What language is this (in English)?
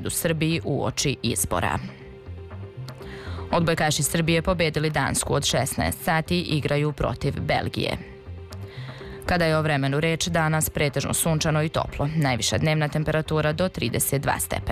Serbian